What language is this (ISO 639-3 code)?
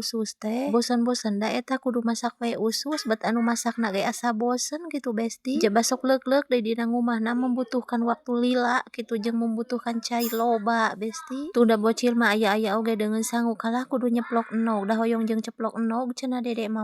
sun